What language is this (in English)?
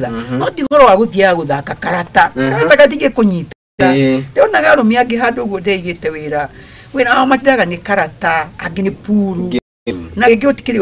Kikuyu